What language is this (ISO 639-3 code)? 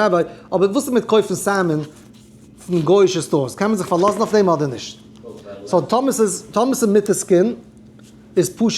yid